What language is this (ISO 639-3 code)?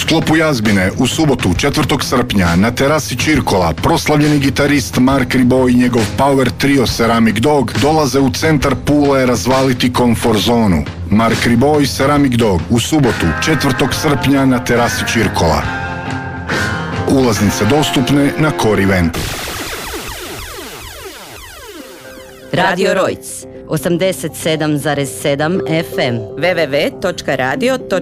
hrv